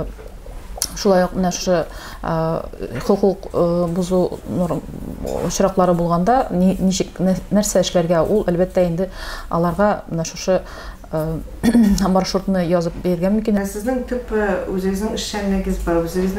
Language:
Tatar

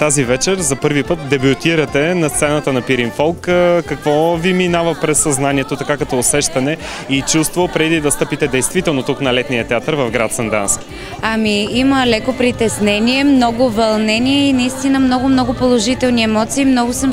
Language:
Bulgarian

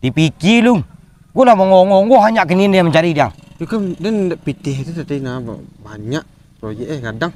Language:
Minangkabau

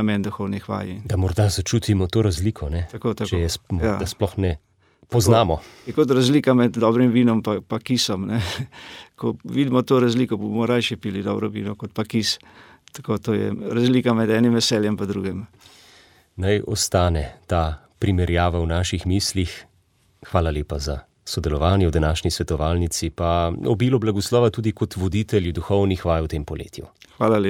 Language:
Slovenian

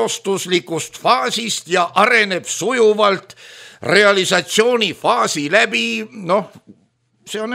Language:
Estonian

